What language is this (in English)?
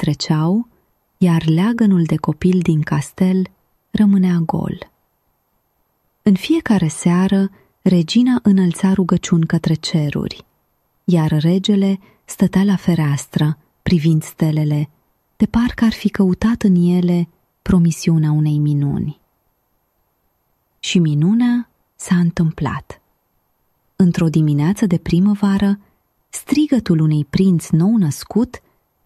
Romanian